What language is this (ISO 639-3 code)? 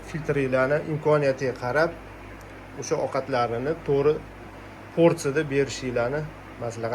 uzb